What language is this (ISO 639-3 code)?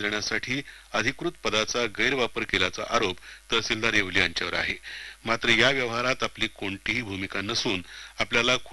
mar